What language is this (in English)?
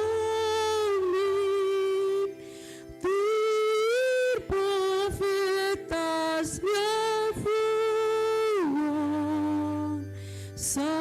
Tetum